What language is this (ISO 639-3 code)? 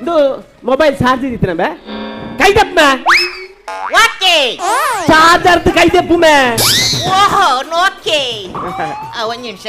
tcy